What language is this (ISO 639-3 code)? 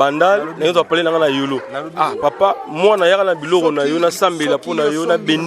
lin